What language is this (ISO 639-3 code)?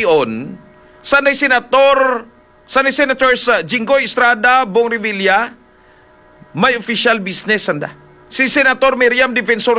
fil